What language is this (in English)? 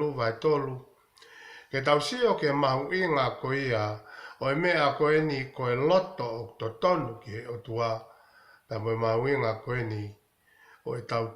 Tongan